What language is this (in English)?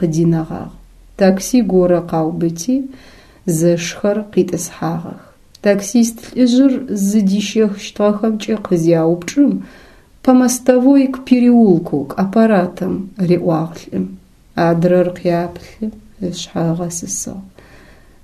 Adyghe